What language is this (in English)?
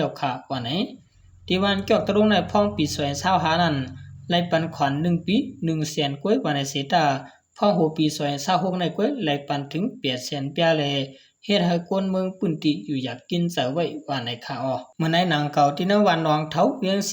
Shan